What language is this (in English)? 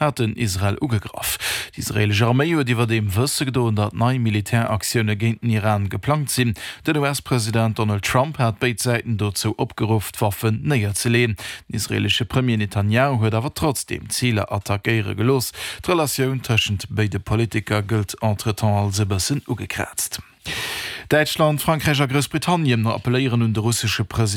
Luxembourgish